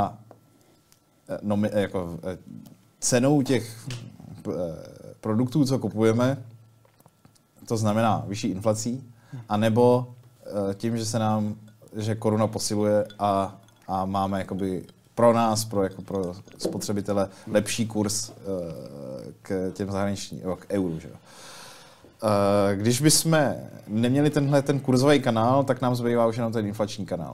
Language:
Czech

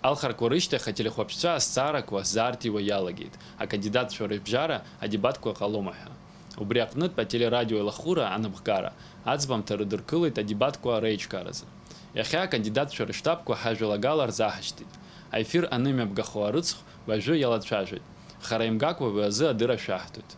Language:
Abkhazian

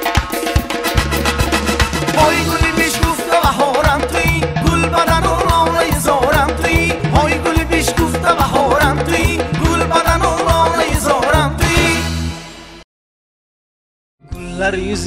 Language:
Persian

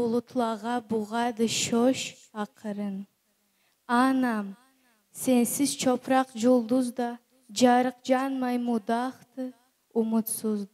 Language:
Karachay-Balkar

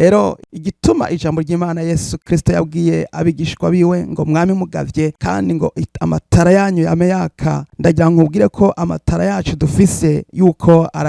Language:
Rundi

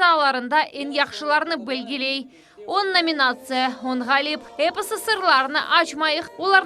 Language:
Crimean Tatar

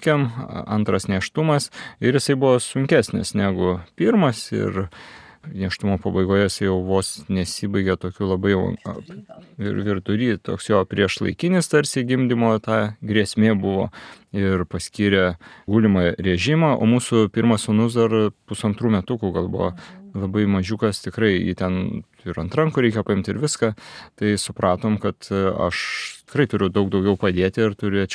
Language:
Lithuanian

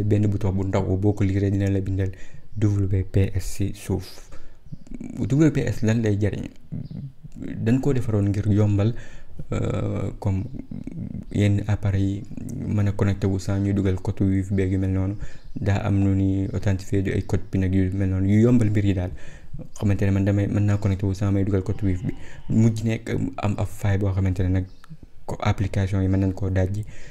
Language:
Wolof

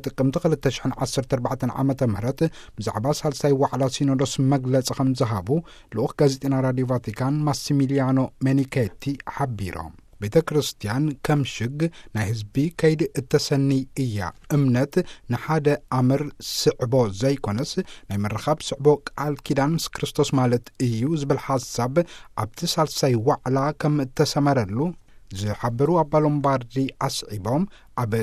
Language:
Tigrinya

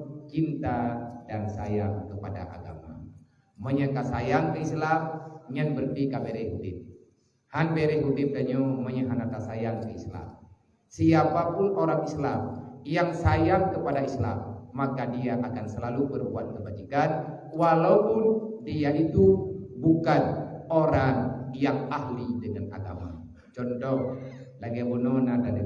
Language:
Achinese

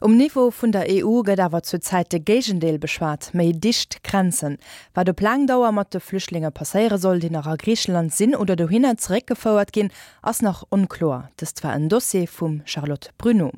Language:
Luxembourgish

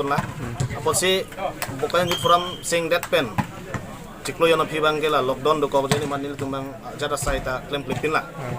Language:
Karbi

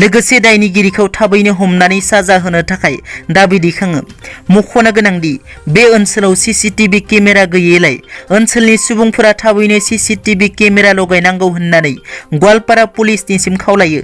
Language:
Bodo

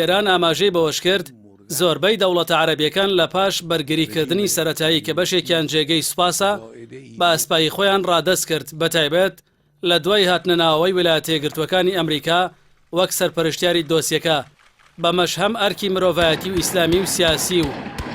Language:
Central Kurdish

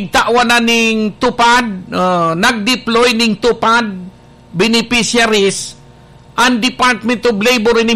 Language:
Bikol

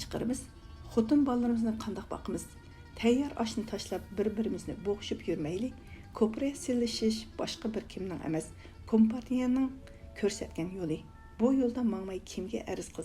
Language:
Uyghur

